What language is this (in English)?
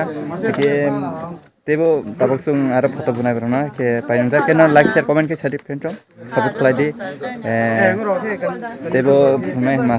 Kok Borok